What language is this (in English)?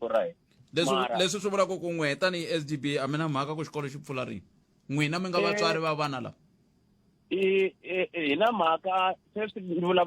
Tsonga